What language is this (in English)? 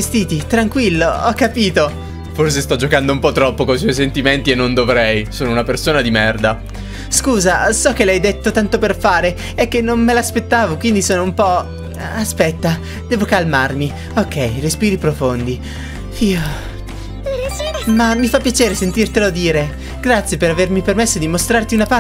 Italian